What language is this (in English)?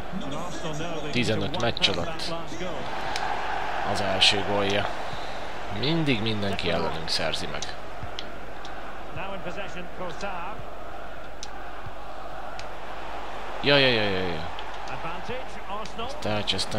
Hungarian